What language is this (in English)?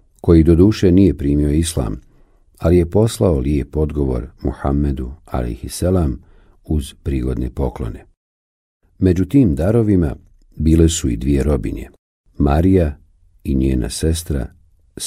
Bosnian